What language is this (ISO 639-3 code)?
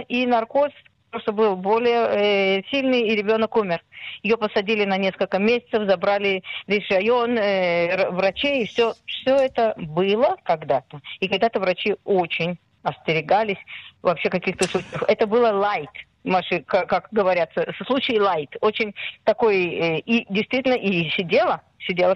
rus